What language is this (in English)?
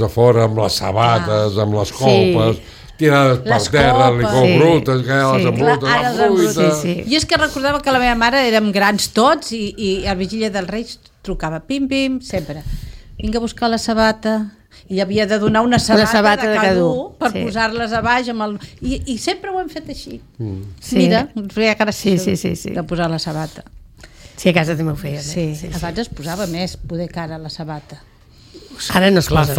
Catalan